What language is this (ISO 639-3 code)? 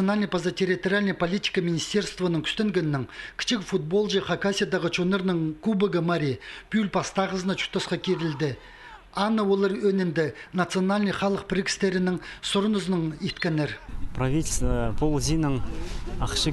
kjh